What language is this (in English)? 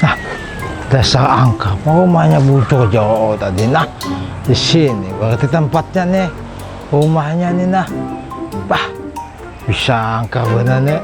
Banjar